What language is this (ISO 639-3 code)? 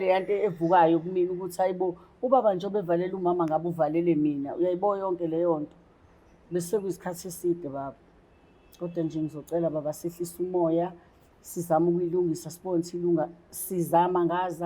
zul